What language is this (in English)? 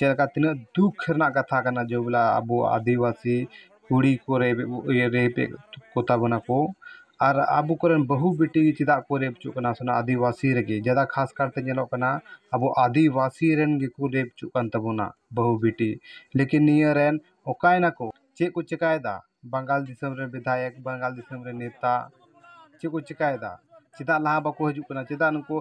Santali